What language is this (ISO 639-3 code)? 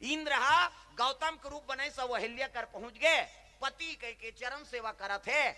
hne